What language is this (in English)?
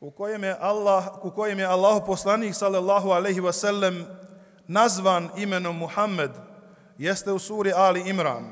Bosnian